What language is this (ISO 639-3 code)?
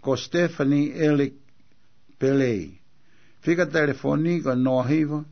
ton